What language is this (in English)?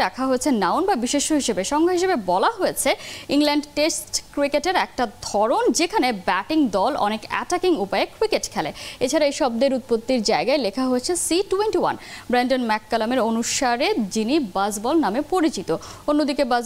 Bangla